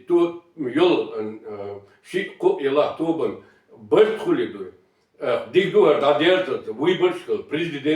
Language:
Chechen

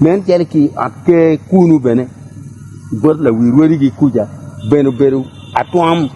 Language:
Acoli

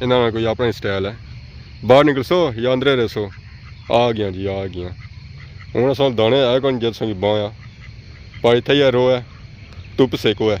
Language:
Pahari-Potwari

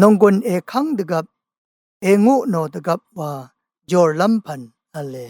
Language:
Rawang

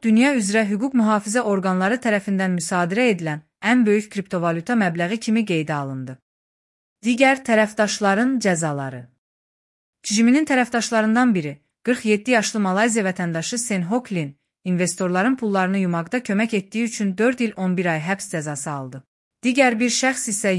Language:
Azerbaijani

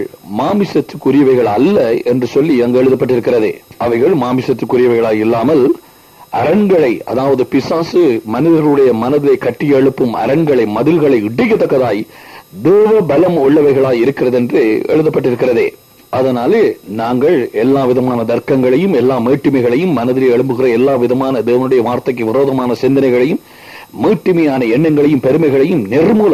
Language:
Tamil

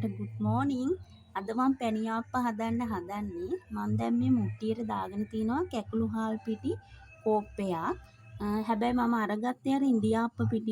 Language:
Sinhala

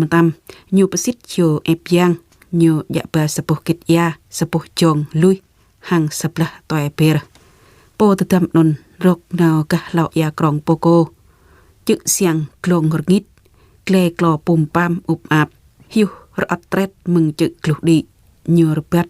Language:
Jarai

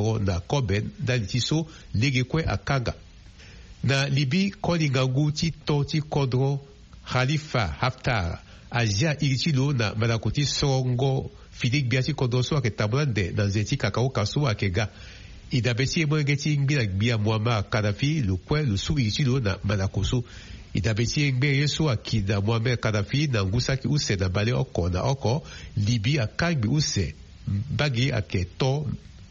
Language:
Sango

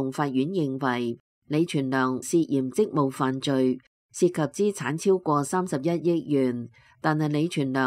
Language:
Cantonese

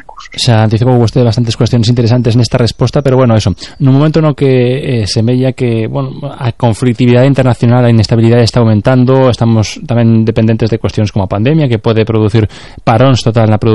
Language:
Galician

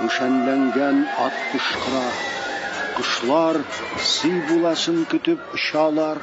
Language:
Tatar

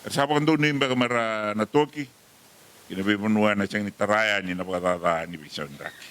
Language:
Fijian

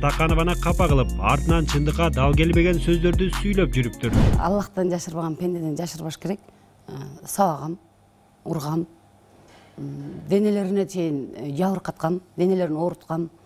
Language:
Kyrgyz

